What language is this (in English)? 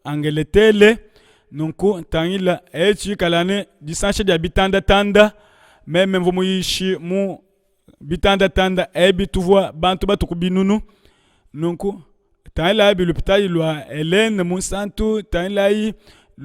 Luba-Lulua